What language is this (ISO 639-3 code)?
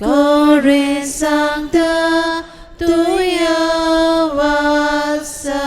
kok